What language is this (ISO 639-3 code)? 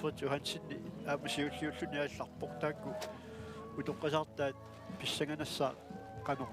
kal